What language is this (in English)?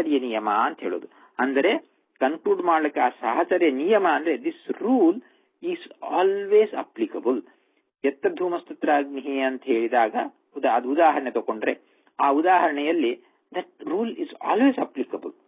Kannada